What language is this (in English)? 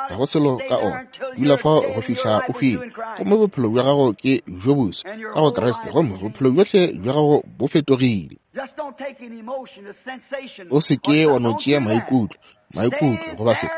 Northern Sotho